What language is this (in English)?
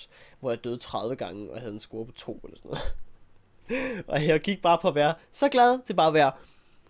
Danish